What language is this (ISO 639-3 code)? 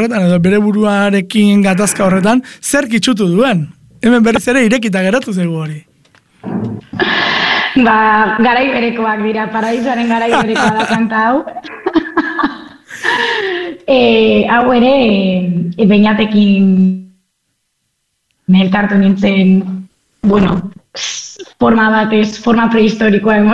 eus